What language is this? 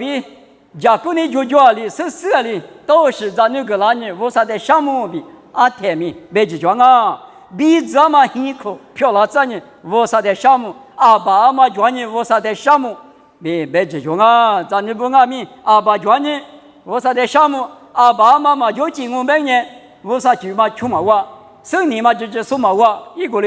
Lisu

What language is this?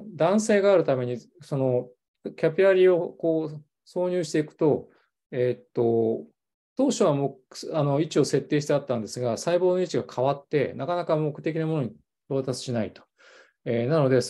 Japanese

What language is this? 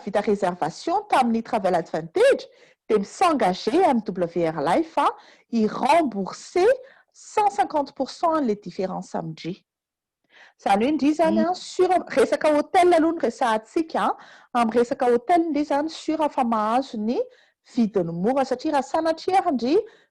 Malagasy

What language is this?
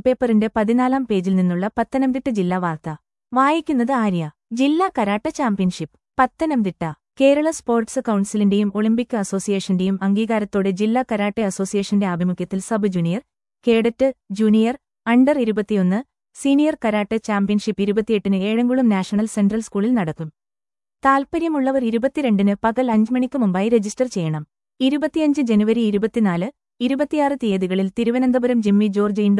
Malayalam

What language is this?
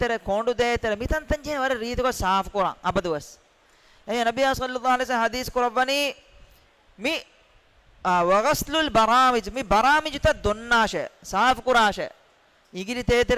Divehi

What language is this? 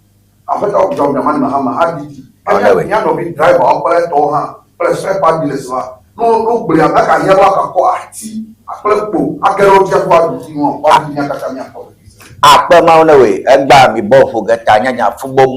Ewe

